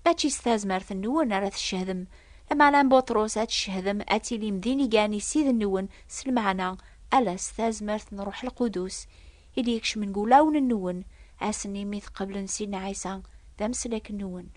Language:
Kabyle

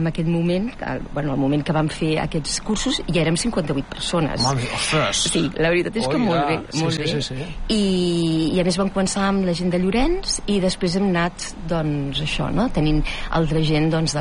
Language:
Catalan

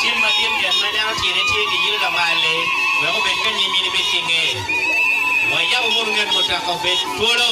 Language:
Acoli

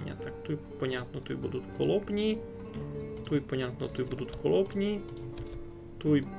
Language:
Rusyn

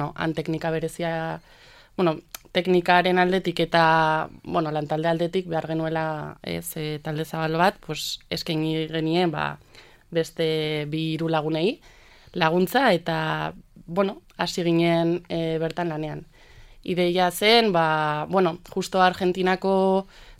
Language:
Basque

